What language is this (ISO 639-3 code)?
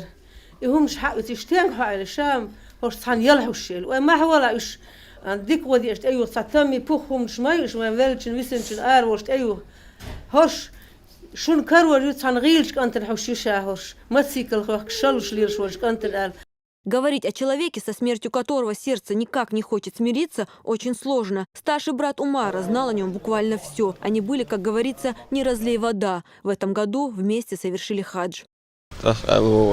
che